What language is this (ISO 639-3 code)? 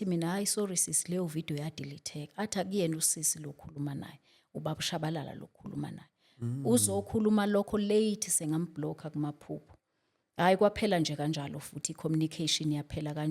zul